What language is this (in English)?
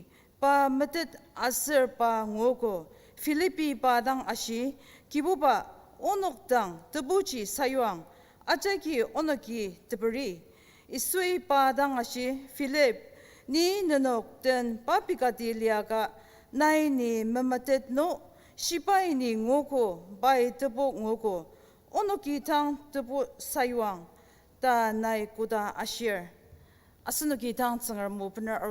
Ao Naga